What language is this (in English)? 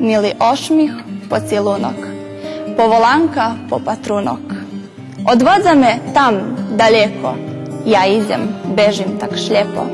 Rusyn